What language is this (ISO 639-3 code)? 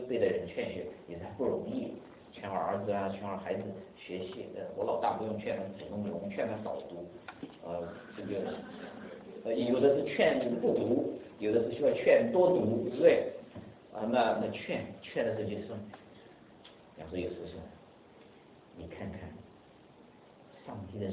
zho